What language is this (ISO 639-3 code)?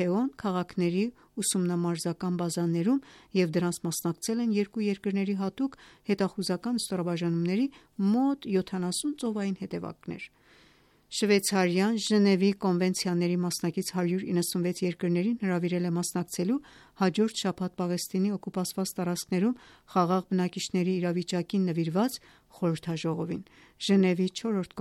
hye